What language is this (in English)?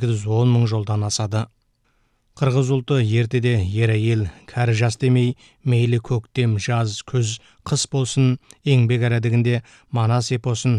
Kazakh